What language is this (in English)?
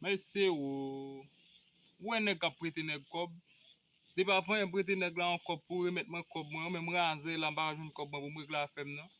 Haitian Creole